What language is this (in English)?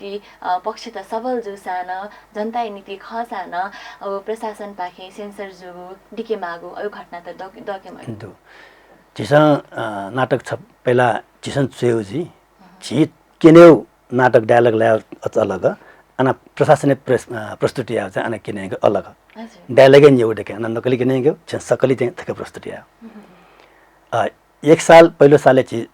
Newari